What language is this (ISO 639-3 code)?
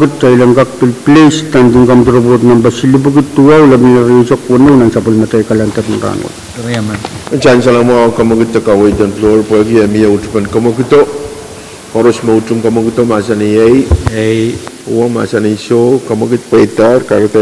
pon